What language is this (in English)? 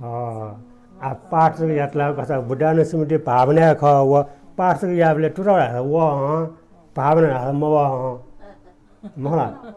Newari